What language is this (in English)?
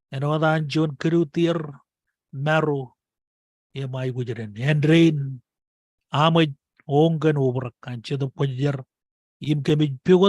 Marshallese